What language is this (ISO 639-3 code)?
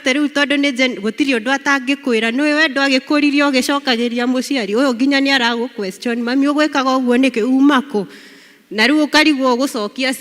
kik